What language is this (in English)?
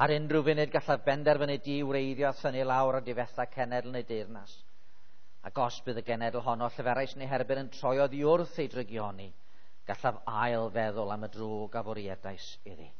Welsh